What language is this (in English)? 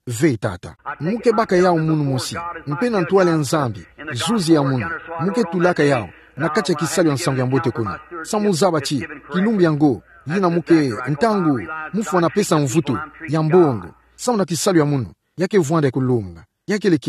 Kituba (Democratic Republic of Congo)